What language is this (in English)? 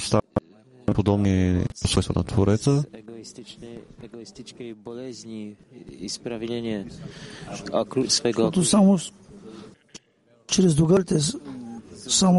Bulgarian